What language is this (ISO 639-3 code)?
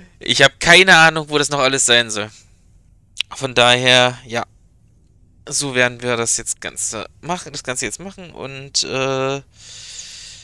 deu